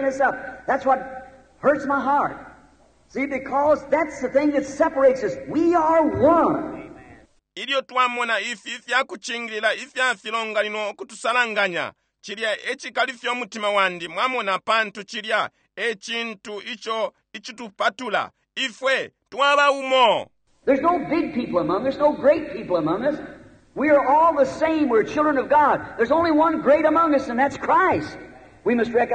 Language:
Bemba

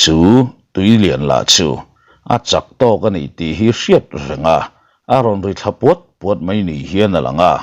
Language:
Mizo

